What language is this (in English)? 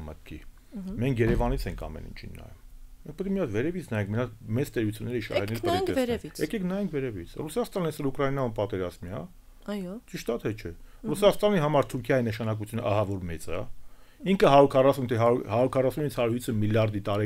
Armenian